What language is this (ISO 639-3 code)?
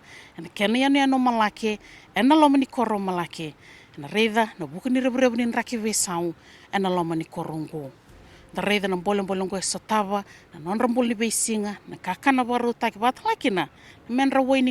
fij